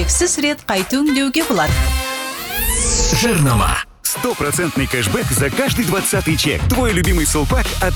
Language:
Kazakh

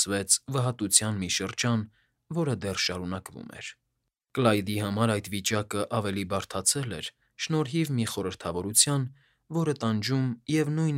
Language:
Armenian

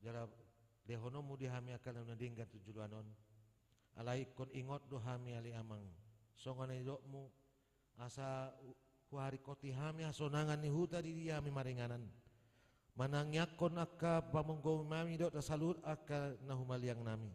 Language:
Batak Toba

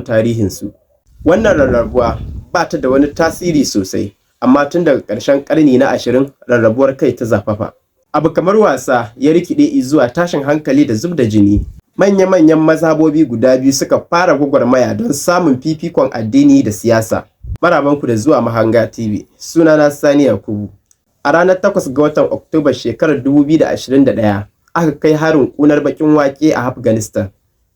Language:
Hausa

